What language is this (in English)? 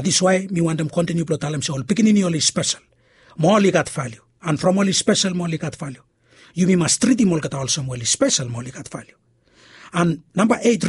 Bislama